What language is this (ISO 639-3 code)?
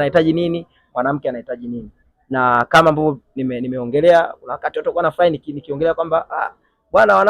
swa